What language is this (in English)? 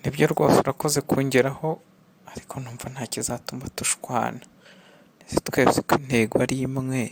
Kinyarwanda